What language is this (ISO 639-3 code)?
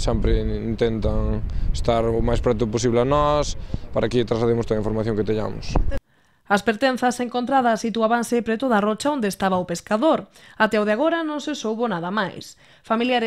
glg